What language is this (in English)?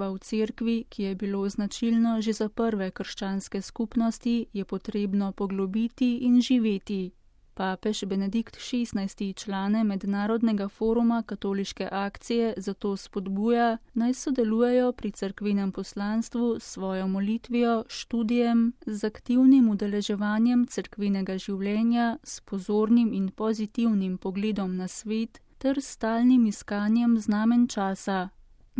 Slovenian